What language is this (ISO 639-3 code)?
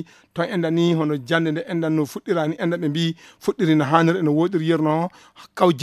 ful